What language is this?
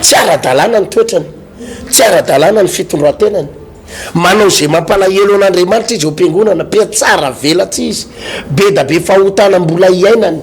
Malagasy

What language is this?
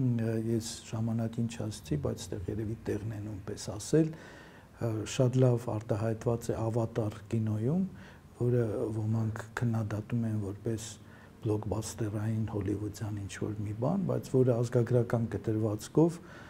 Armenian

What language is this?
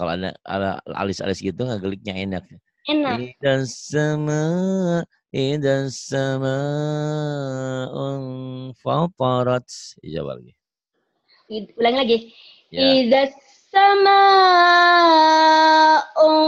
Indonesian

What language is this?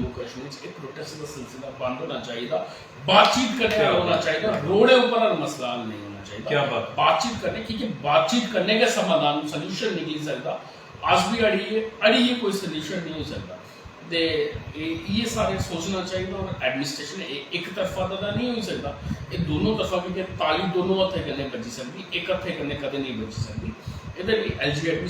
Dogri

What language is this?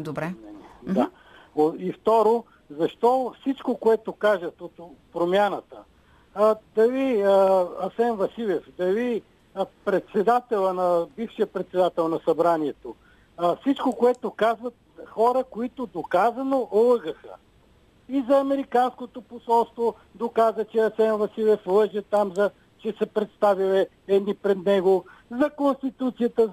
Bulgarian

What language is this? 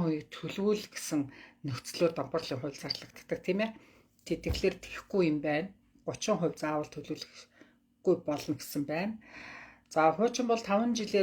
Mongolian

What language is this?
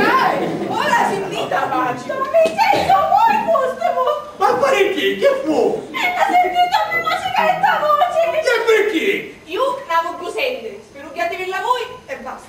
Sicilian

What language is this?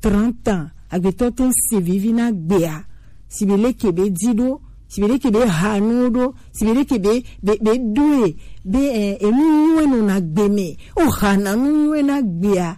Gen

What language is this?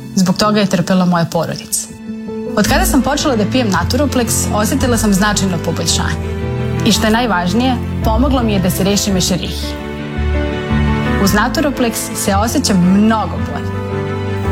Serbian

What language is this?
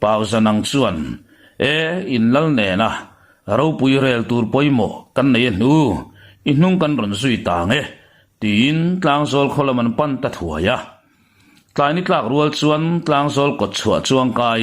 Mizo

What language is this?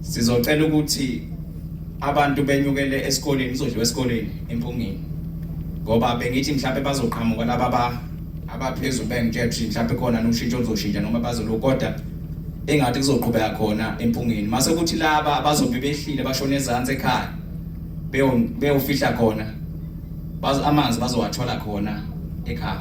Zulu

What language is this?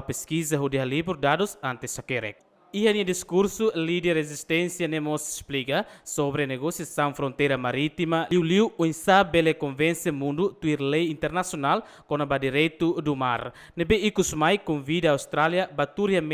Tetum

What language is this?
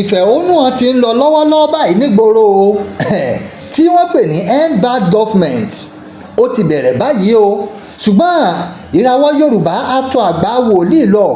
Yoruba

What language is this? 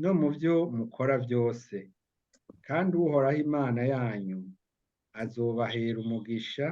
Rundi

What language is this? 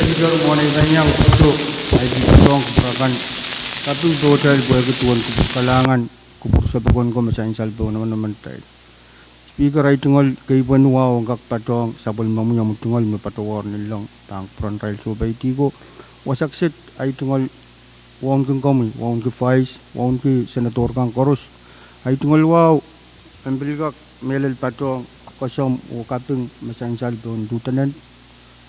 Pohnpeian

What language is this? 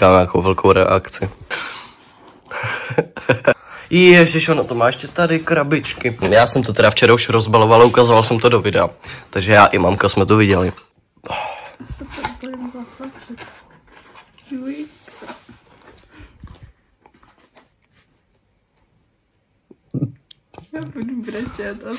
Czech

